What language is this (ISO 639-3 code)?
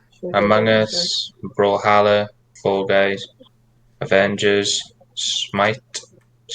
cym